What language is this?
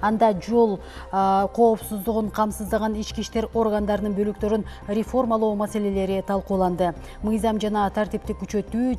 Kyrgyz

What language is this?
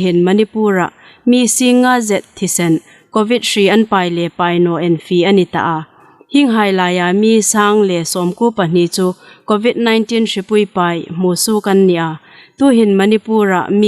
Hmar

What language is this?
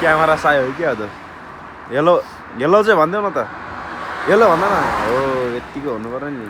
Nepali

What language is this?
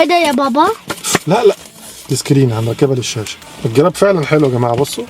Egyptian Arabic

